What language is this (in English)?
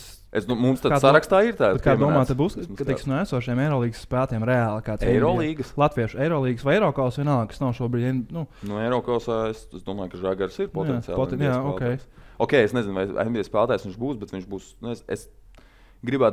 Latvian